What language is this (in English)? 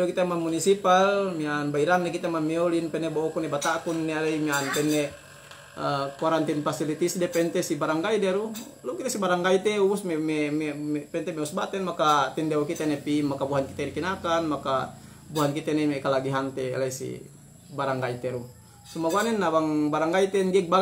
Yakan